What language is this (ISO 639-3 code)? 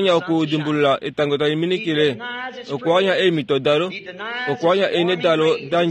kua